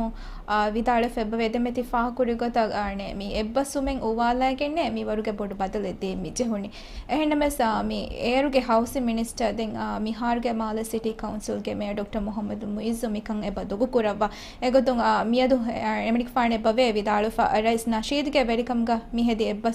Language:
Divehi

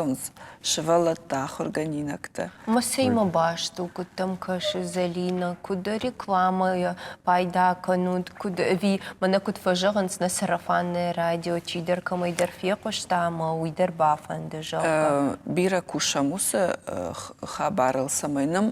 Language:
Ossetic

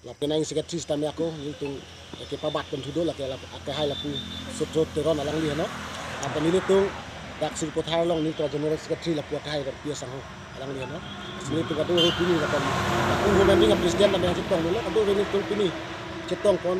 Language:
Karbi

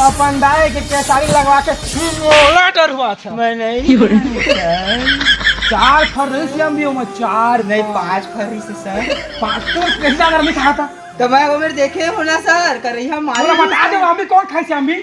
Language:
Chhattisgarhi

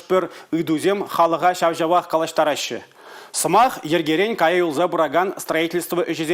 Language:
Chuvash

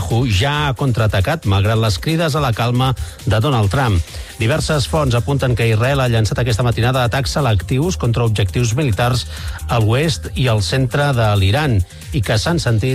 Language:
Catalan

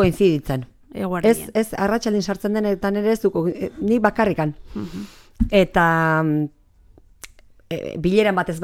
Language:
Basque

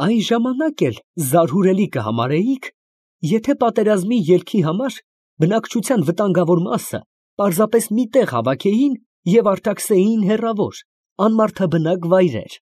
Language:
Armenian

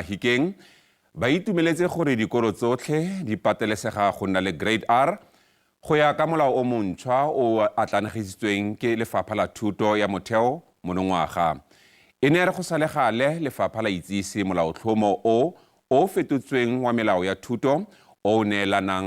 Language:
Tswana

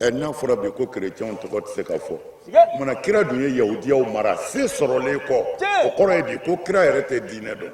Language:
Bambara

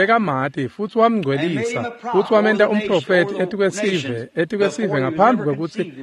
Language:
Swati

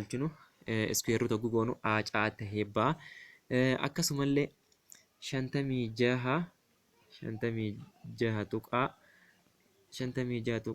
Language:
Oromo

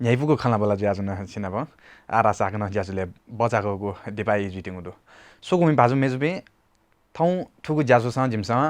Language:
Newari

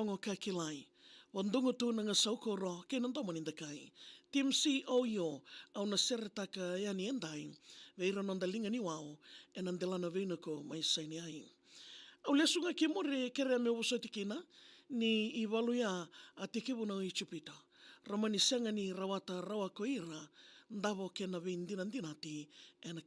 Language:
Fijian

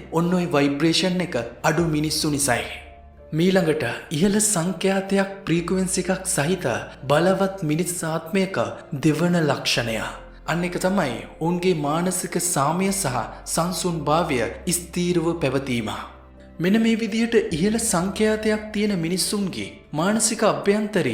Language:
Sinhala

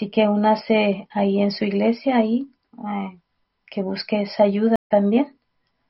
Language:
Spanish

